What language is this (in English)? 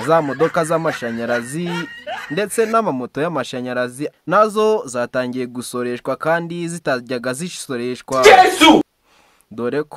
Kinyarwanda